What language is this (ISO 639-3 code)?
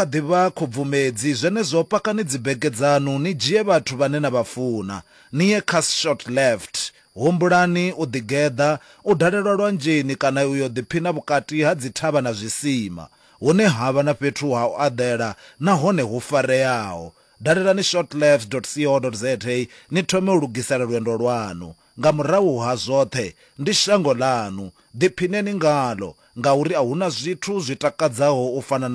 ven